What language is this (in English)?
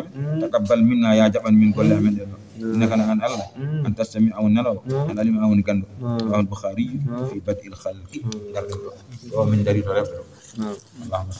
Fula